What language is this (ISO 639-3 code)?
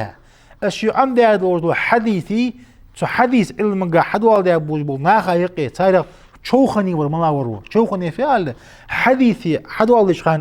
inh